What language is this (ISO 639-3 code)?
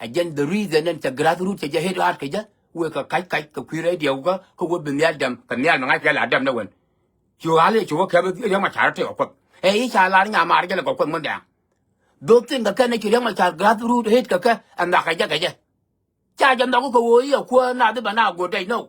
nus